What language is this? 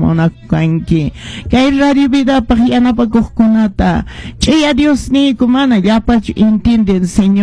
Quechua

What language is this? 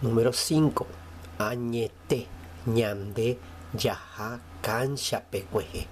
Guarani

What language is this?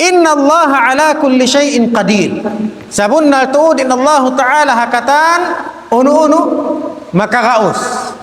Tausug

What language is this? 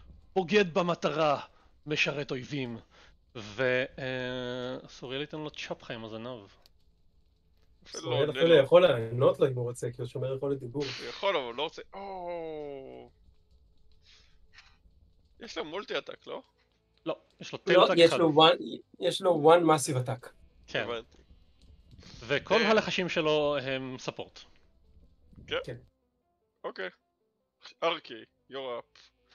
Hebrew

